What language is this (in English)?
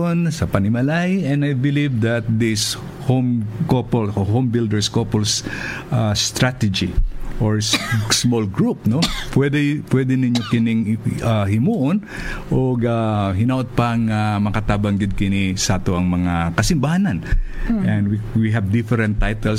Hiligaynon